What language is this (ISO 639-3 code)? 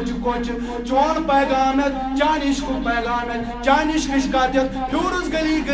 kas